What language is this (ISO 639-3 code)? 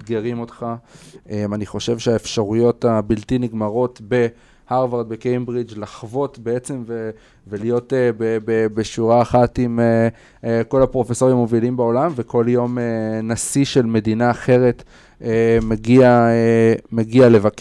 heb